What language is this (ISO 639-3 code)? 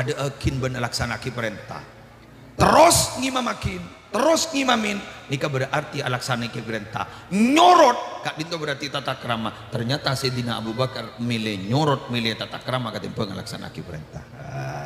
mad